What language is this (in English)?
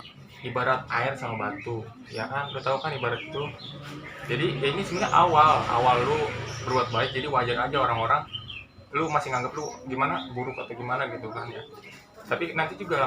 Betawi